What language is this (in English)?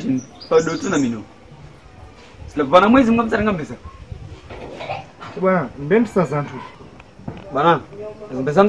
Swahili